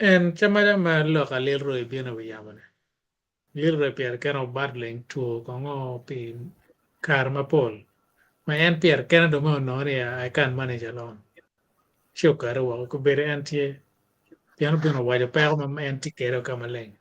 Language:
Acoli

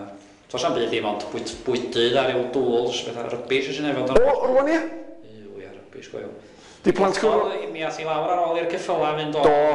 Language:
Welsh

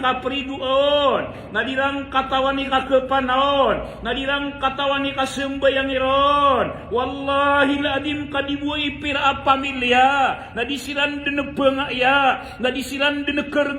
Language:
Maranao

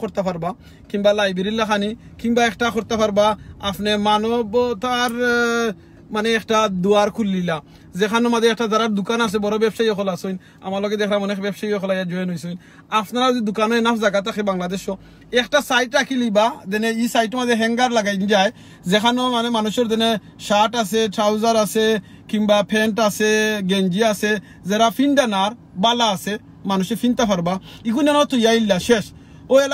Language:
Sylheti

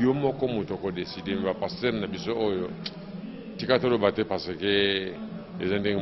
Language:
Lingala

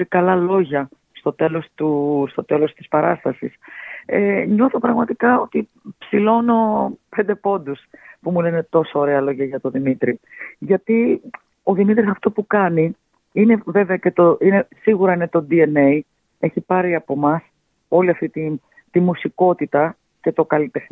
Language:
Greek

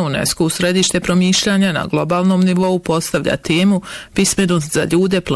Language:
Bosnian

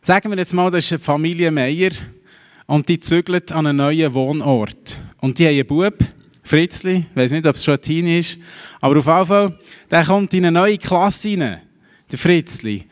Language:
Swiss German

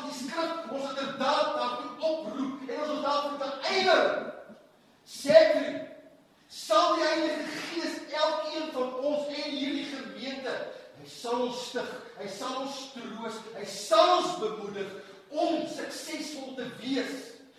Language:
Afrikaans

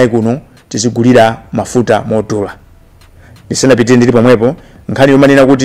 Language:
Nyanja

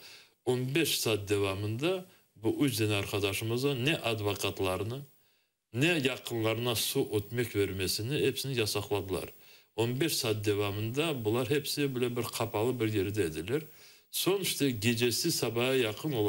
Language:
Crimean Tatar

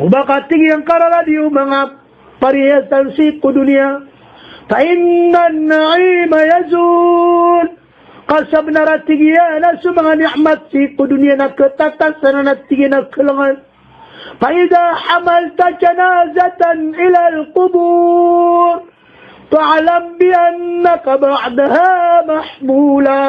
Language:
Maranao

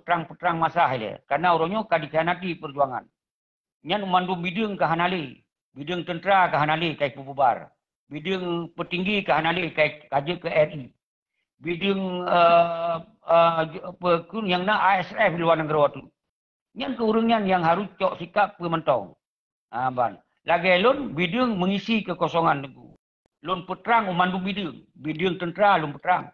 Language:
Achinese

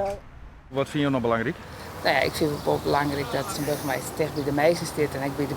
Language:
Western Frisian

